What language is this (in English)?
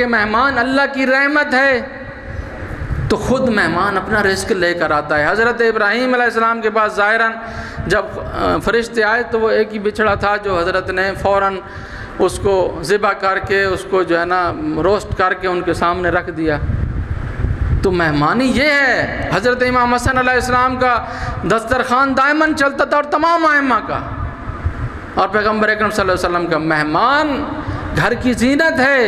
Urdu